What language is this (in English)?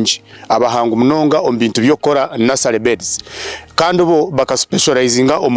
Nyankole